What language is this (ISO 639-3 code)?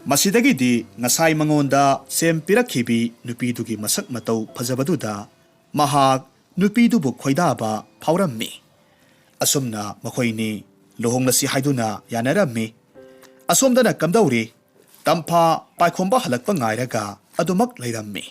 mni